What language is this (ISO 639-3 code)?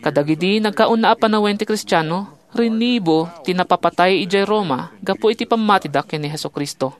ilo